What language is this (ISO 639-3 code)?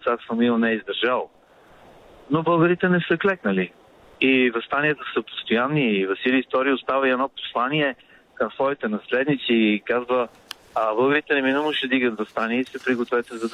bul